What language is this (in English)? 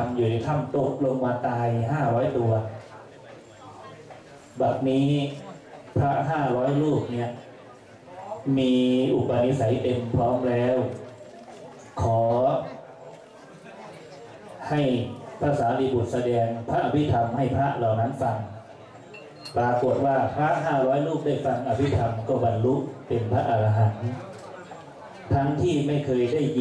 Thai